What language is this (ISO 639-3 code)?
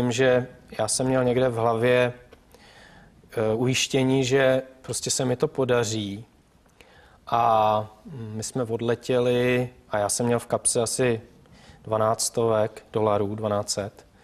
ces